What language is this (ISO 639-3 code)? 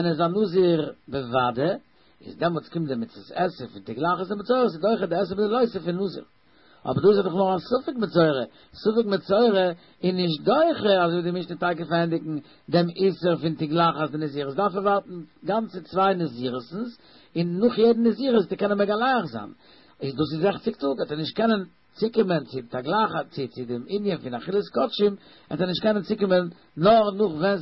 yid